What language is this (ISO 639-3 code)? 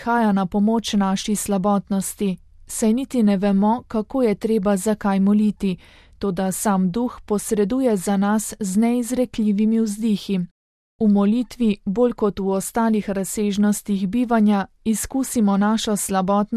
slv